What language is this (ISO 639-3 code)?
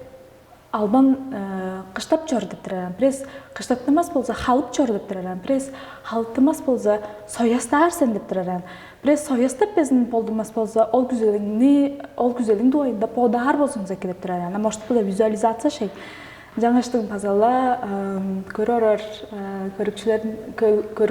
tyv